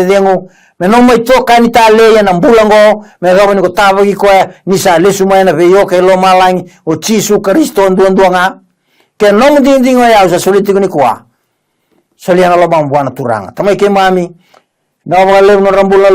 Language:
Fijian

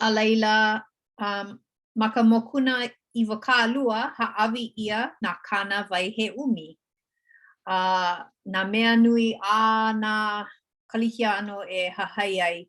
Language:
Hawaiian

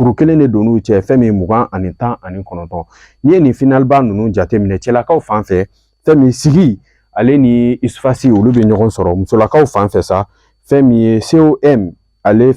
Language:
Bambara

